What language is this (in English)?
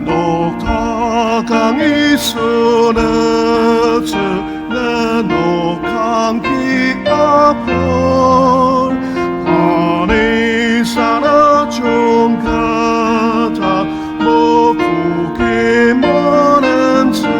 Ao Naga